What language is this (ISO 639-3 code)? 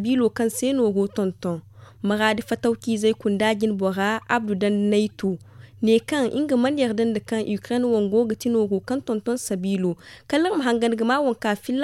dje